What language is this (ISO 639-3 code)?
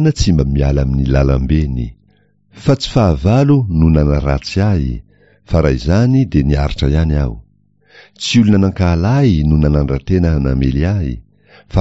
mlg